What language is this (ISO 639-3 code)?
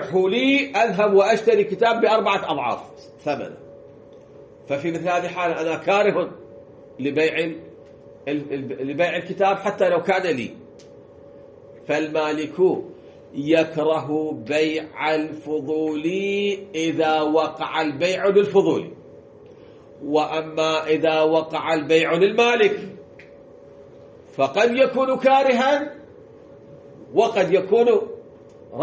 ara